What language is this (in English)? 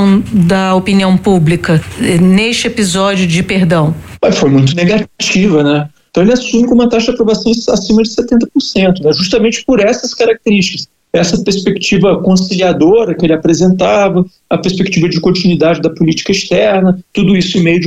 Portuguese